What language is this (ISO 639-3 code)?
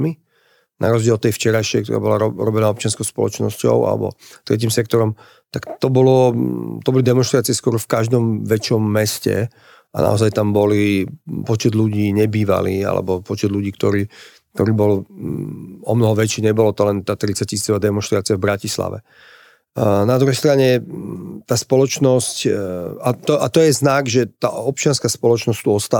slk